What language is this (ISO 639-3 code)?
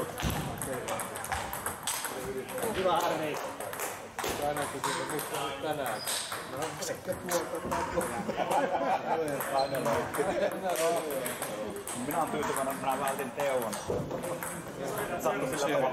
fin